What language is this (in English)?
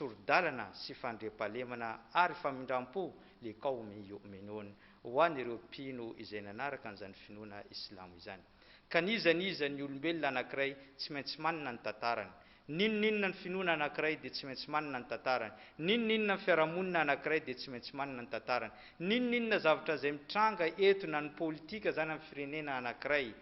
Malagasy